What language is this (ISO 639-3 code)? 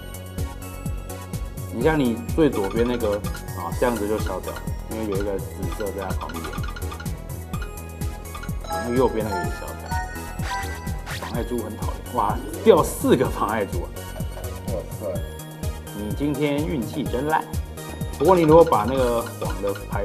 zho